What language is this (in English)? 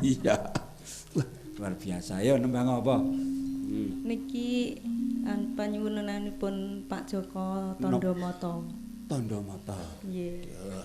Javanese